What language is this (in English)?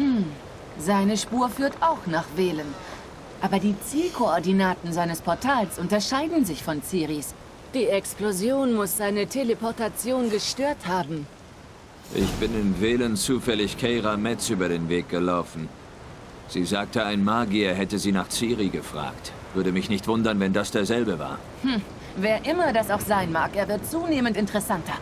Swiss German